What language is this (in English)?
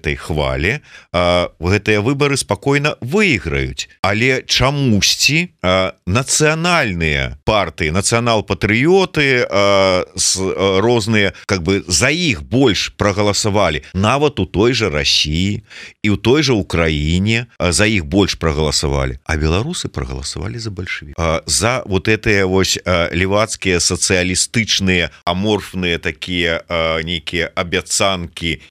Belarusian